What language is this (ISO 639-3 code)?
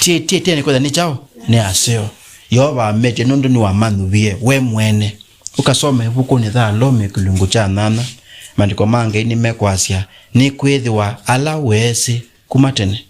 kam